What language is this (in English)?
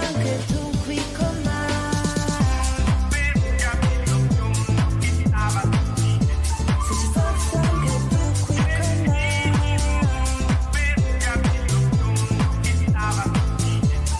Italian